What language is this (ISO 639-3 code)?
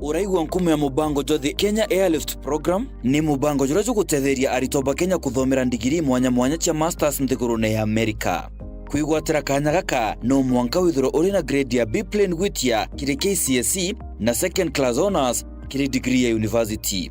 mer